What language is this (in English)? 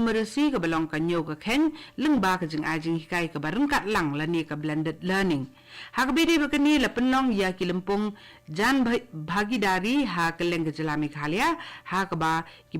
Khasi